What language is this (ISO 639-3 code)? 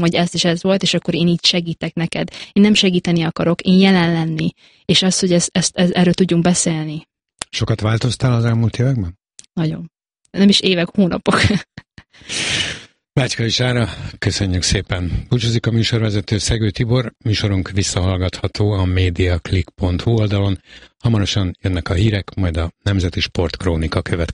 hun